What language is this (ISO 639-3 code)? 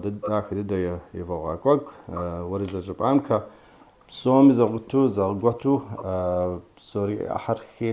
kbd